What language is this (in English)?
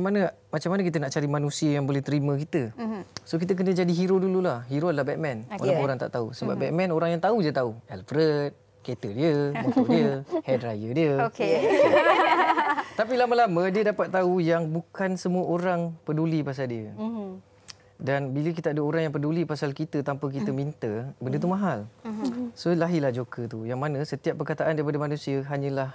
Malay